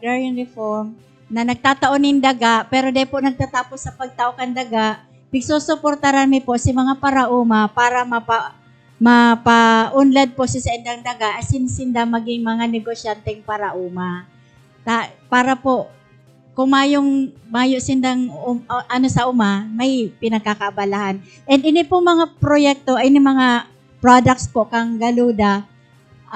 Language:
Bikol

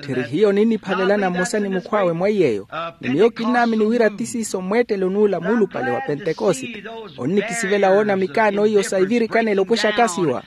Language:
Makhuwa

